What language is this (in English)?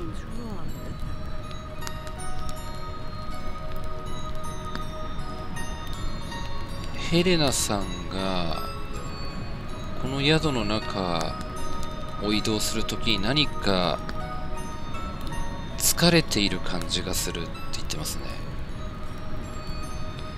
Japanese